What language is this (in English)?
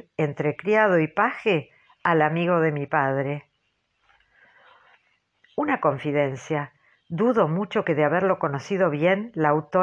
Spanish